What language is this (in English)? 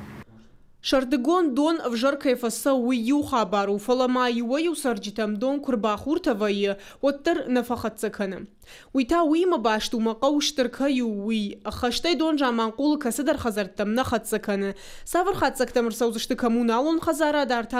Ossetic